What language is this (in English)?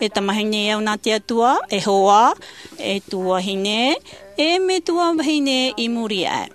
Tahitian